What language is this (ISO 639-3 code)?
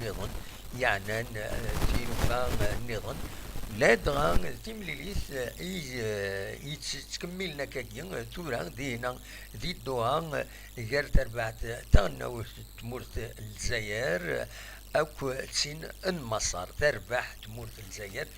kab